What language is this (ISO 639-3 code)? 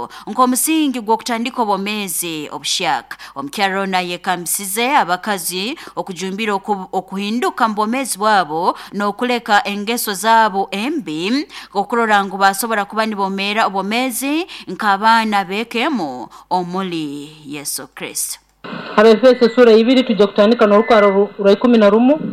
nyo